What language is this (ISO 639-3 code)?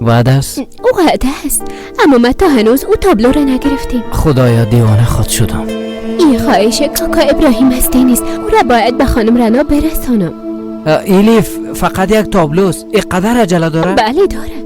fas